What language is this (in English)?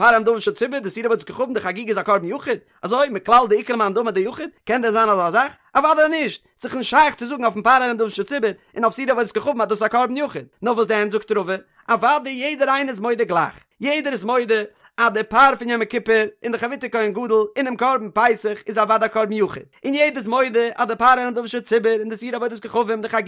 Yiddish